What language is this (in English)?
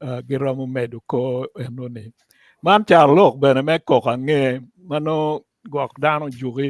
Acoli